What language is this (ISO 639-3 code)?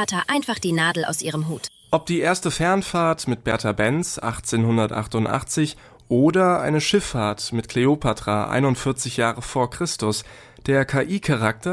deu